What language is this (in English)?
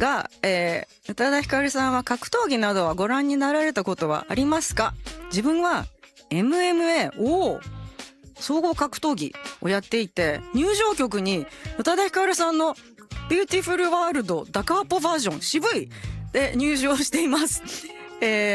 Japanese